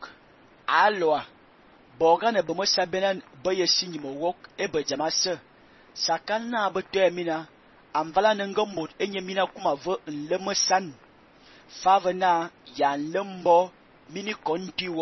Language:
Fang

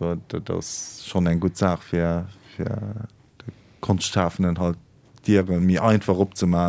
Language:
Luxembourgish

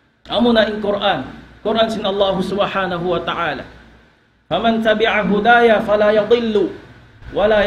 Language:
Tausug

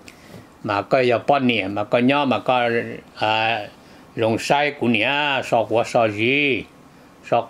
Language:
Vietnamese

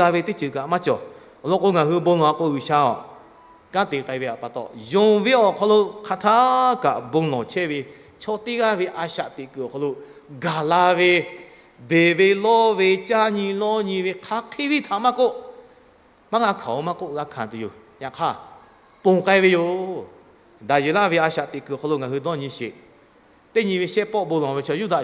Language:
Lahu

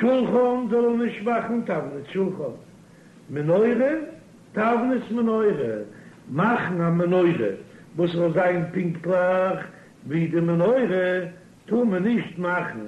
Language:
Yiddish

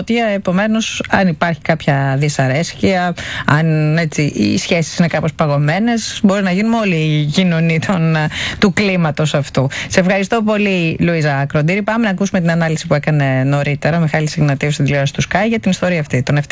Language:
Greek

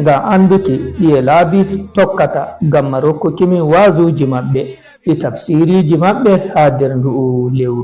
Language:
Fula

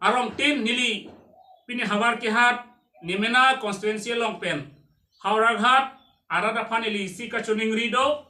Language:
Karbi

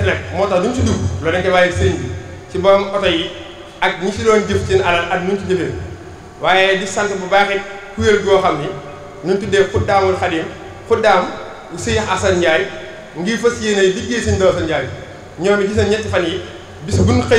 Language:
Wolof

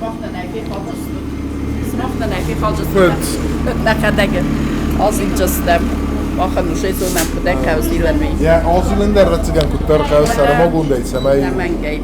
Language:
Ossetic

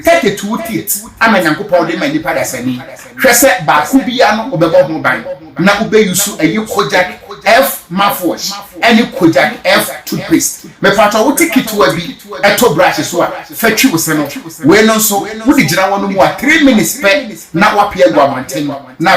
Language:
Akan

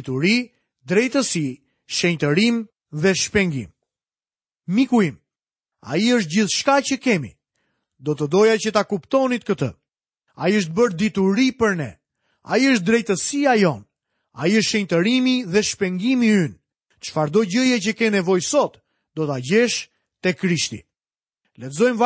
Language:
Albanian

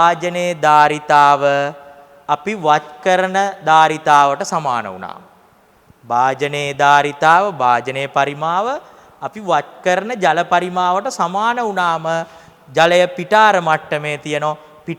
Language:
Sinhala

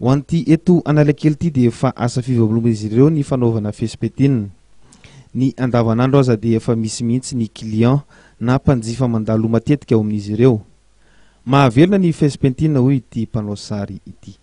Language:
Malagasy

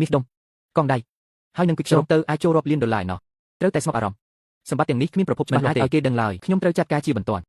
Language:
Khmer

